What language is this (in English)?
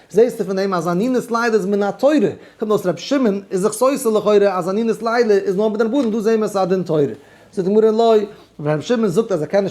Yiddish